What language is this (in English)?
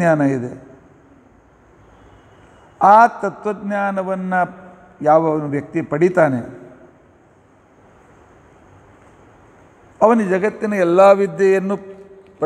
Kannada